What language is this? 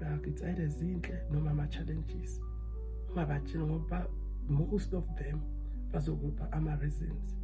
Zulu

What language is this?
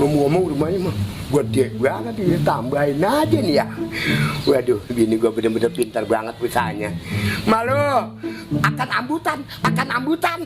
Betawi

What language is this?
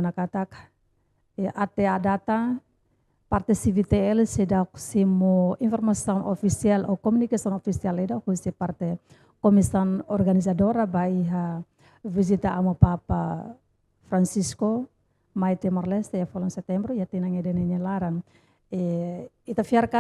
Tetum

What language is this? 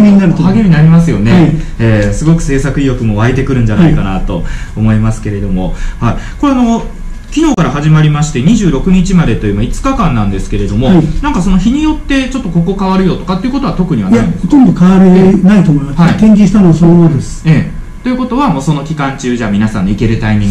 Japanese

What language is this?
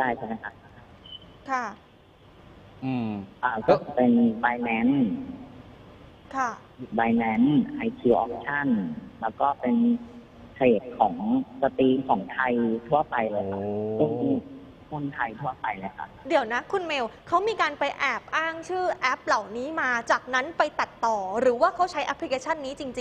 Thai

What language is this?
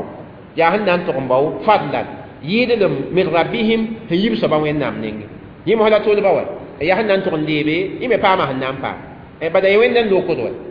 Mossi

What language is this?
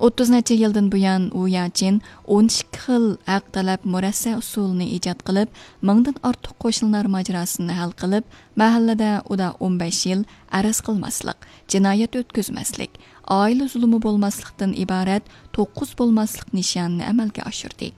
Uyghur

